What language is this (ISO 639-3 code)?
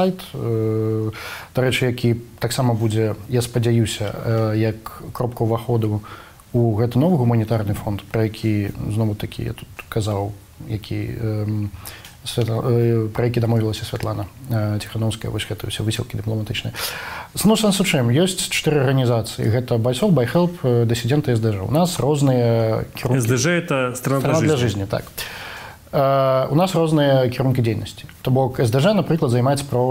bel